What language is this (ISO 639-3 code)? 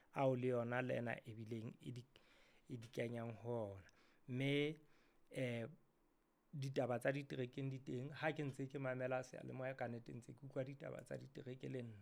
sot